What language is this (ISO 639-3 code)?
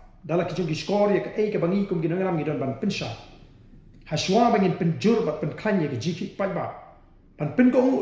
kha